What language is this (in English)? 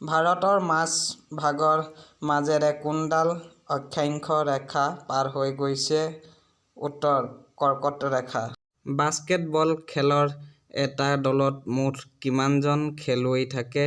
Assamese